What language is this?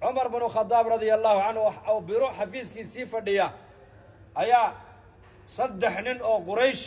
Somali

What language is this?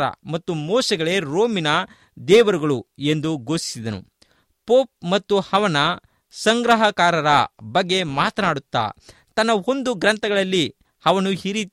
Kannada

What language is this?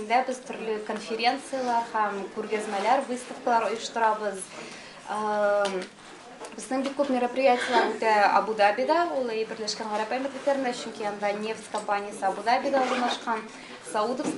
Tatar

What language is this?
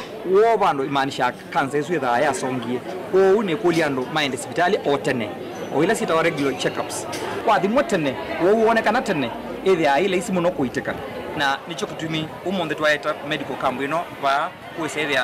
Kamba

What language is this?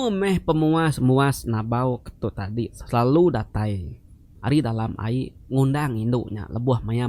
Iban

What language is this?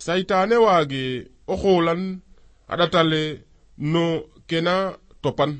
Serer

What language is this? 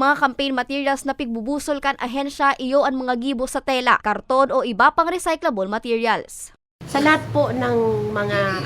Bikol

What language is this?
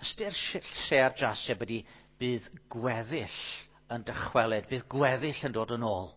Welsh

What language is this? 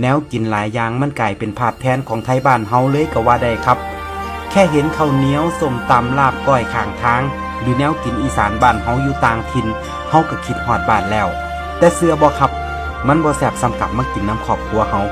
Northeastern Thai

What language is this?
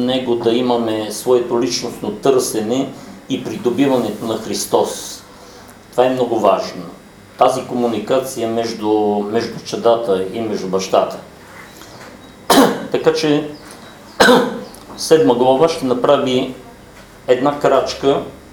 Bulgarian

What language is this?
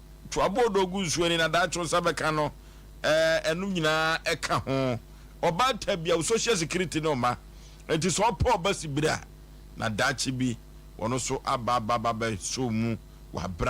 Akan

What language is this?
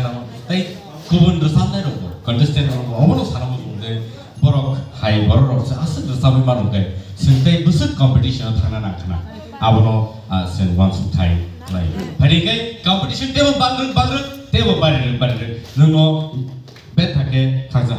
Kok Borok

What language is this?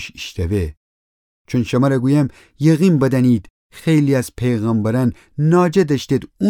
Gilaki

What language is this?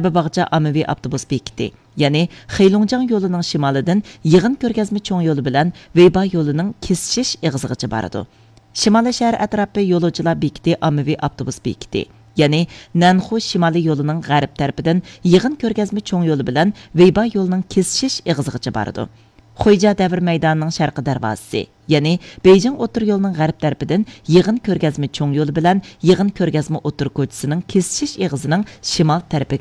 Uyghur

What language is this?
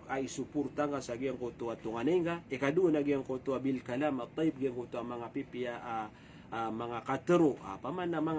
Maranao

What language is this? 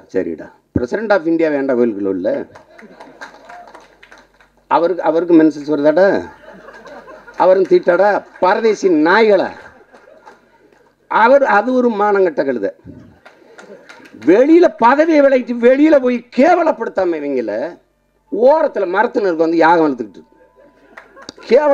Tamil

